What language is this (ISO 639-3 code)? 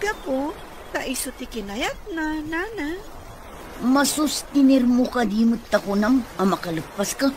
ilo